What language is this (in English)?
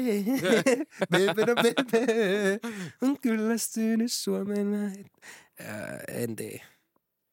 Finnish